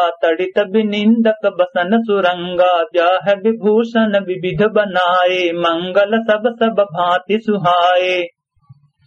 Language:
Awadhi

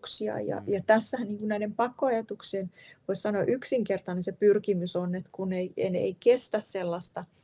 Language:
Finnish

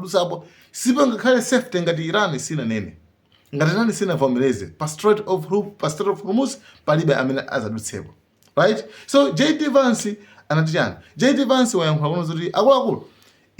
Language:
Nyanja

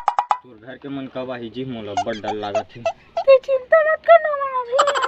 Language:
Chhattisgarhi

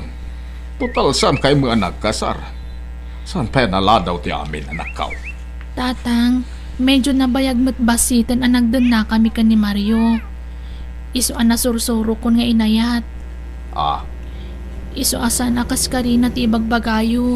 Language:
Iloko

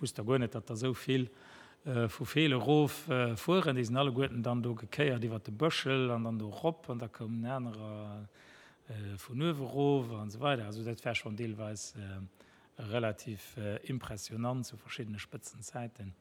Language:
Luxembourgish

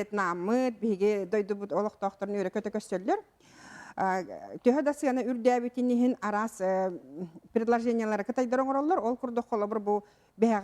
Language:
Yakut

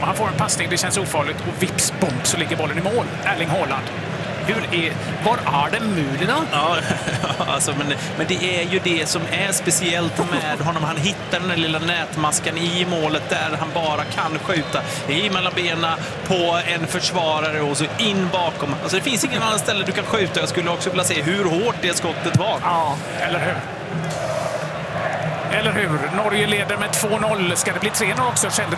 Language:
Swedish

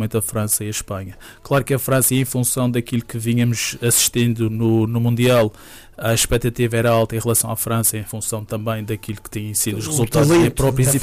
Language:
Portuguese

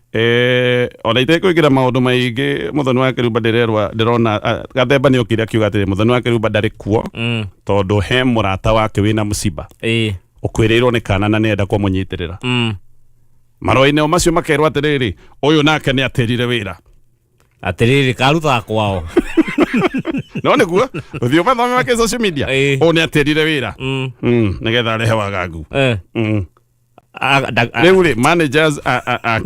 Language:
Kikuyu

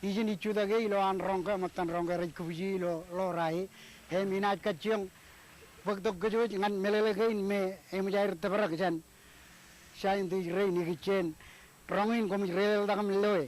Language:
Marshallese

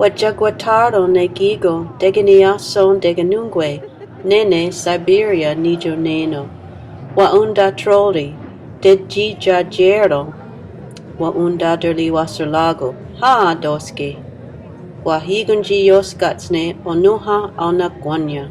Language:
Mohawk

